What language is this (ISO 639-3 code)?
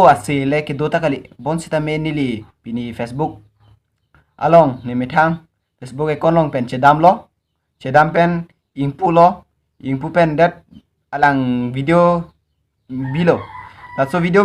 mjw